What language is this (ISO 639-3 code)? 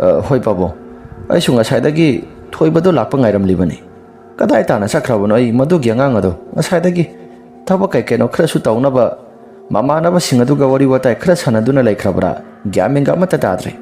mni